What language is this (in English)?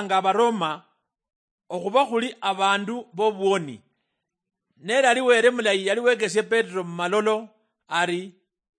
Luyia